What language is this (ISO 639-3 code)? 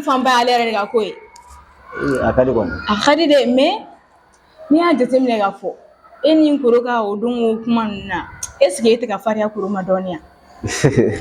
bam